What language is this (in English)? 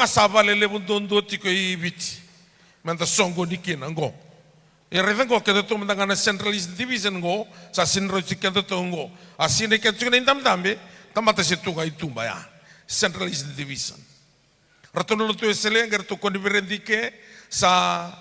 Fijian